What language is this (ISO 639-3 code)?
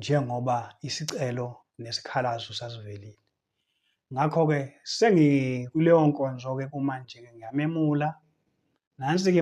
zul